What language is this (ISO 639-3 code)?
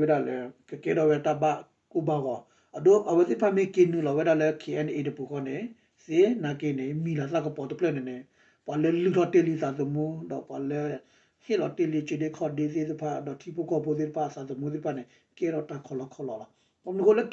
ksw